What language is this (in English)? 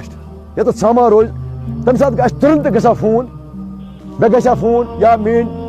Kashmiri